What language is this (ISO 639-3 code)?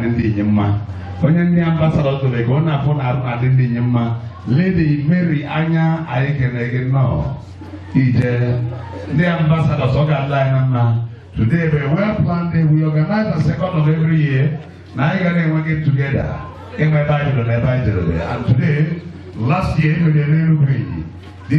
ibo